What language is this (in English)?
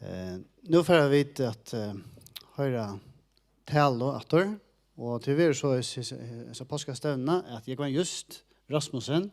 Faroese